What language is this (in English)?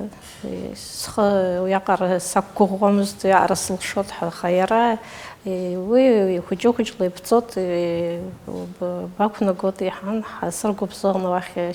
Abkhazian